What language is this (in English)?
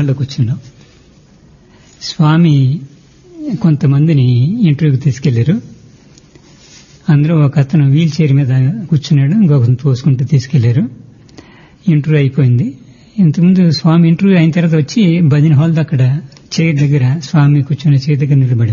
Telugu